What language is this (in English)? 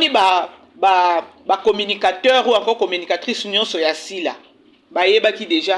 Lingala